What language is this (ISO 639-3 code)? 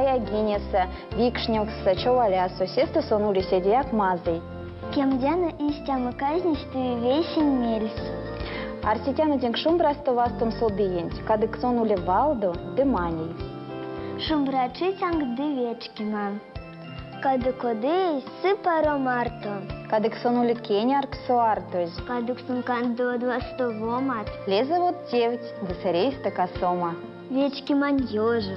myv